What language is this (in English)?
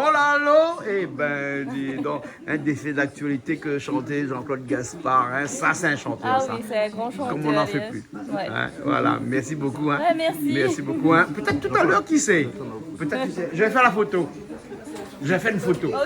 Réunion Creole French